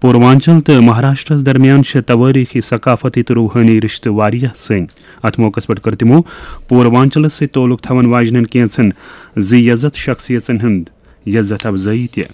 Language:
Kashmiri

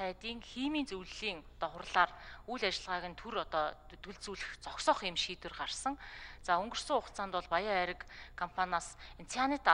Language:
Mongolian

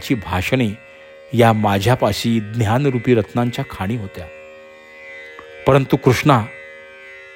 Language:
Marathi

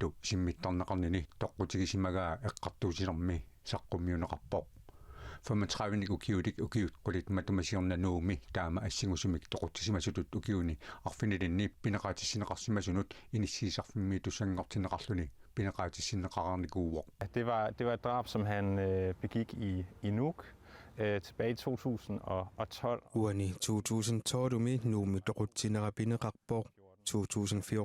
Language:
Kalaallisut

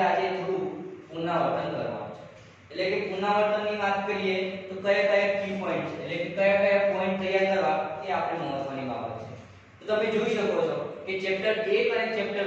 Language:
Gujarati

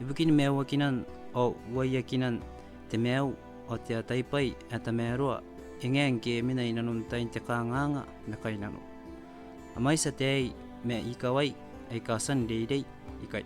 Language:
Gilbertese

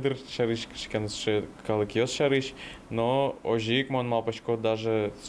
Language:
Udmurt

